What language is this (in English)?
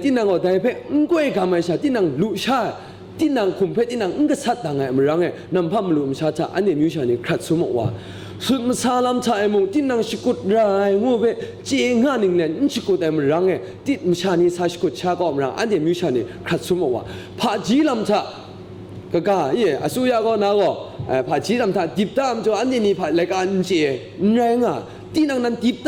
Kachin